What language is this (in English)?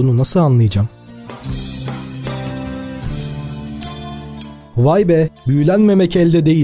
Turkish